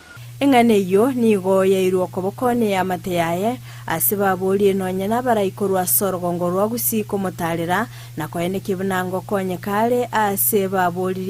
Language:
Gusii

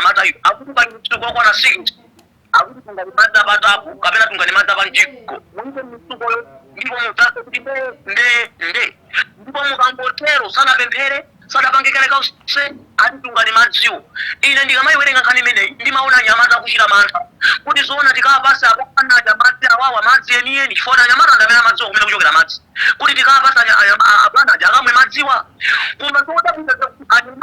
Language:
Nyanja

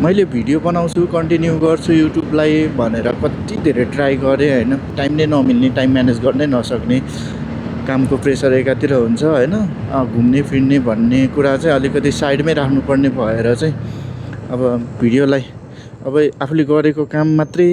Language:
Nepali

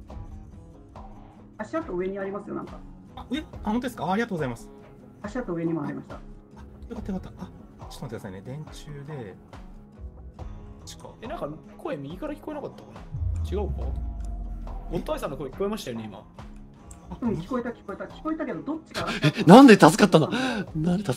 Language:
Japanese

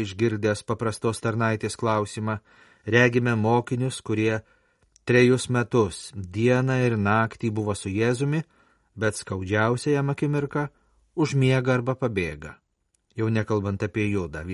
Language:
Lithuanian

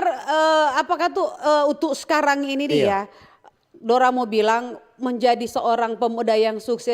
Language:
Manado Malay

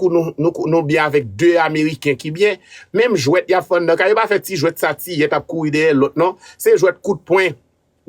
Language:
Haitian Creole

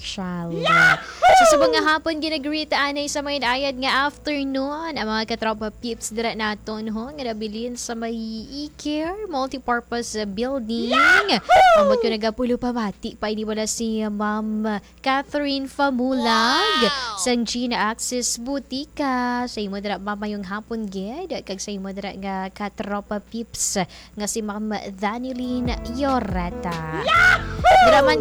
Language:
Hiligaynon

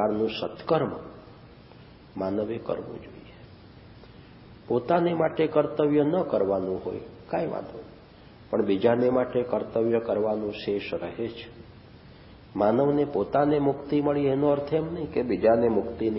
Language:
Gujarati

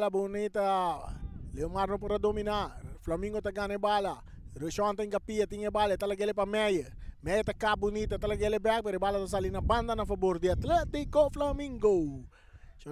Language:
Papiamento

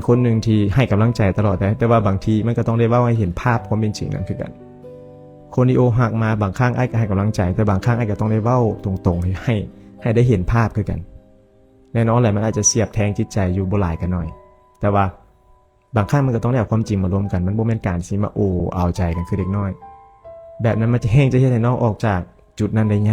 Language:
Lao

